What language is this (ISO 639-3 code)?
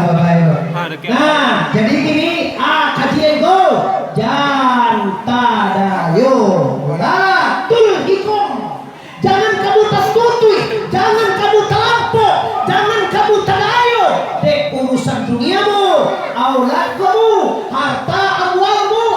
min